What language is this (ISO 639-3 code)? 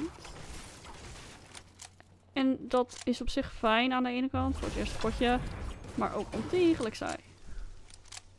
nld